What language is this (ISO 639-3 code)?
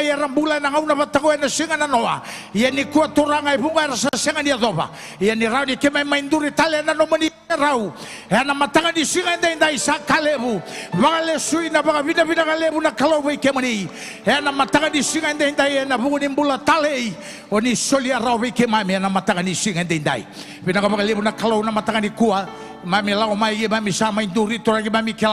fij